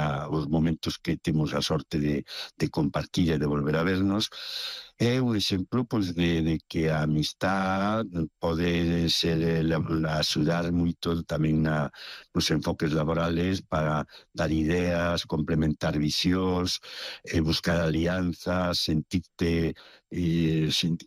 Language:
Galician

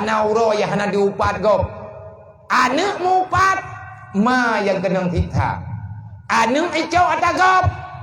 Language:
Achinese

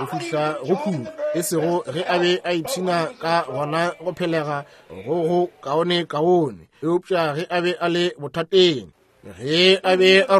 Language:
Northern Sotho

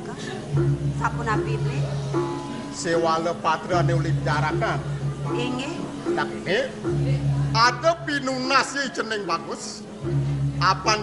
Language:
Balinese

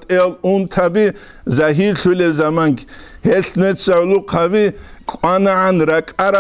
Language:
Avaric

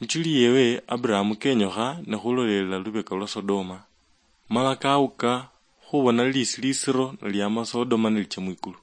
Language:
Luyia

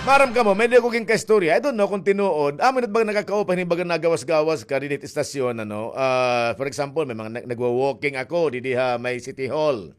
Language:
Waray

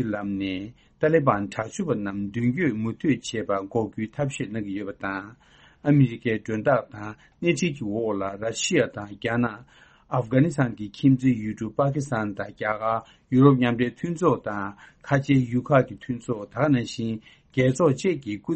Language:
Tibetan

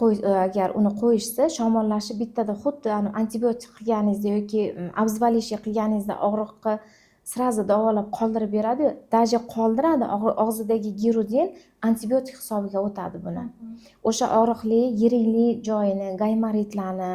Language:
Uzbek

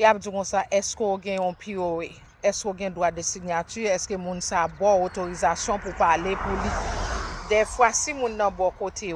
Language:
Haitian Creole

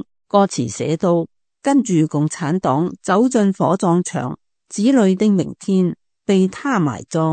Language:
Cantonese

